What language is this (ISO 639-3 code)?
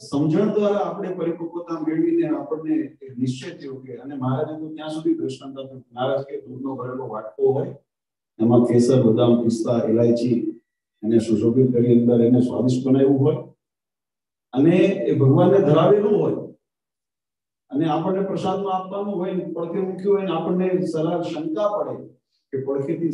guj